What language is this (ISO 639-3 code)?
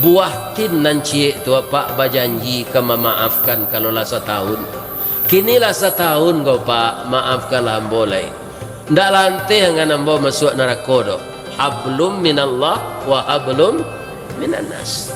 min